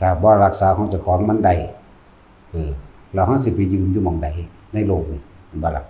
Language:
Lao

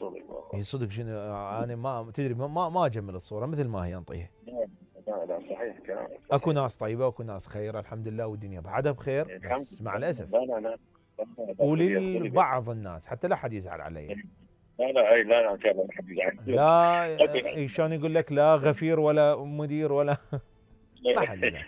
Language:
Mesopotamian Arabic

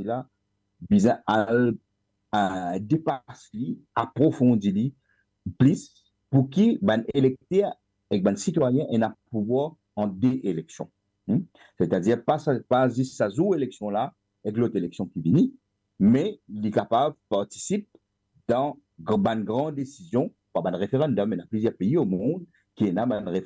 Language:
Morisyen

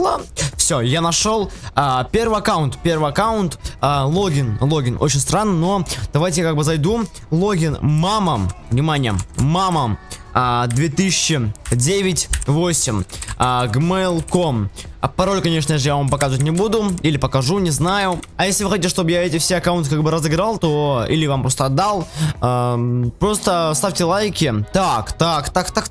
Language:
Russian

